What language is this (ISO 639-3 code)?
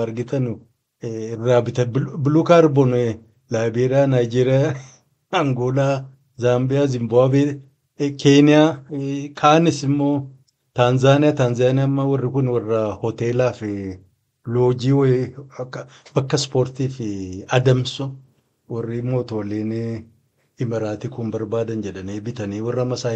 orm